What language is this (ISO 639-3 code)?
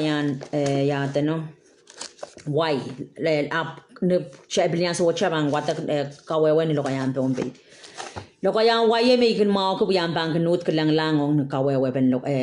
pon